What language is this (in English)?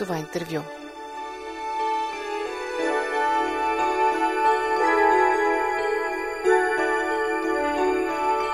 Bulgarian